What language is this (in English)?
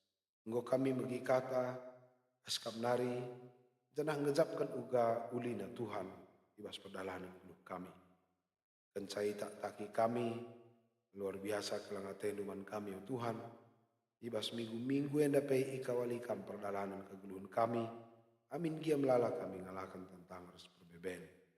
Batak Karo